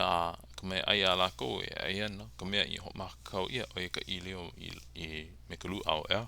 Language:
Hawaiian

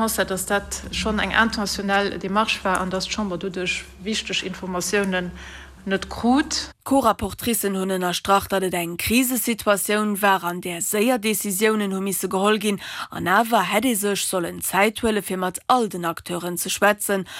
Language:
Luxembourgish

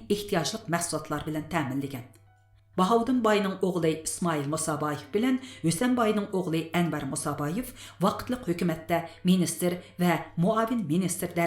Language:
Uyghur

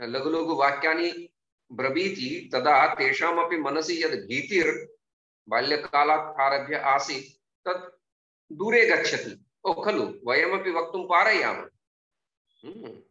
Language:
Sanskrit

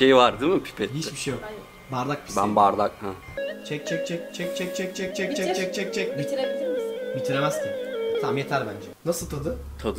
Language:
Turkish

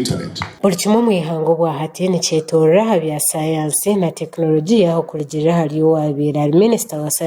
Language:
Nyankole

